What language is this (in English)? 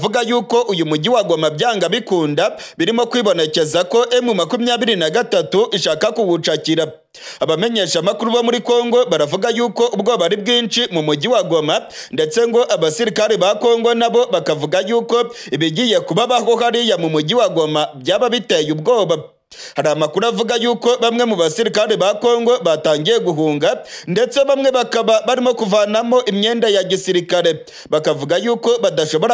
Kinyarwanda